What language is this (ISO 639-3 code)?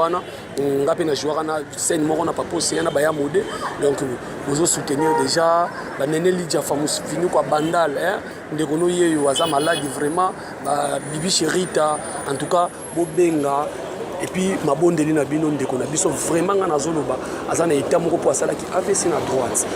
lin